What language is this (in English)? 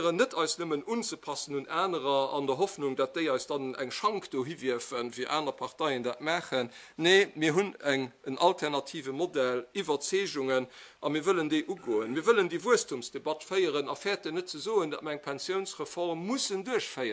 Luxembourgish